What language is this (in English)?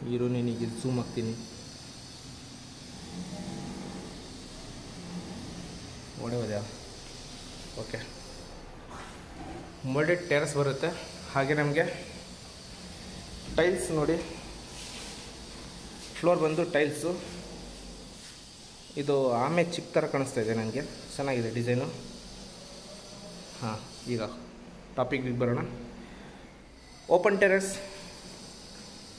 Kannada